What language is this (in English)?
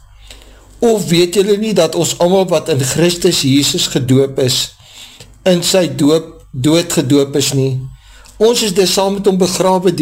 Afrikaans